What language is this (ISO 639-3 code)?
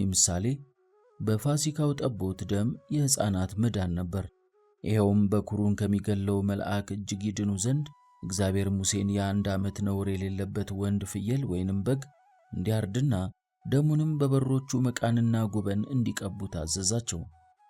amh